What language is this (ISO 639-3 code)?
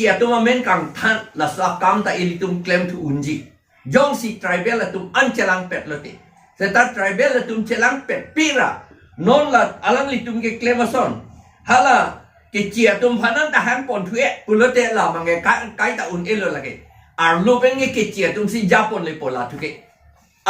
mjw